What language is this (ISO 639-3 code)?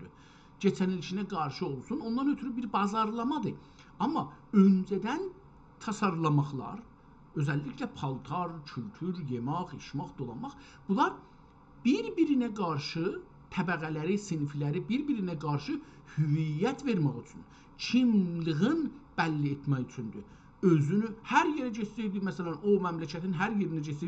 azb